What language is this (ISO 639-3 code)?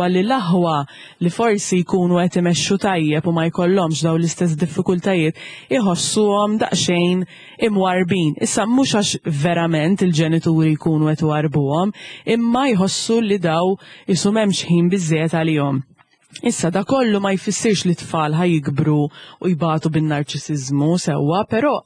mlt